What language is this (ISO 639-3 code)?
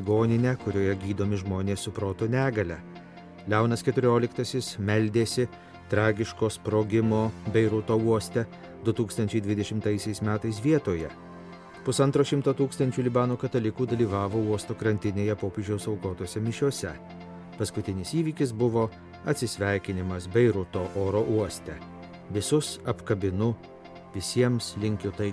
lit